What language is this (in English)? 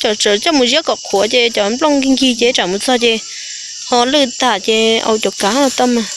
Hmong